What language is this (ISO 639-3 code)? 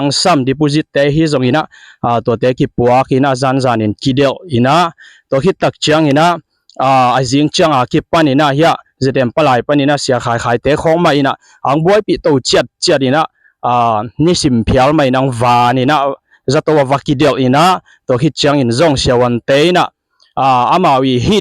ctd